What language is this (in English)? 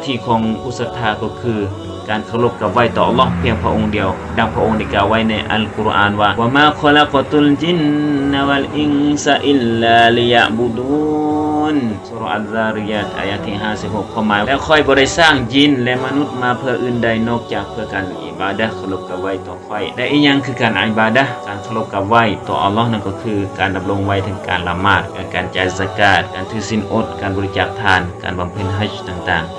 Lao